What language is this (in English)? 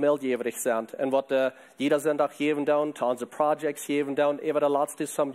Plautdietsch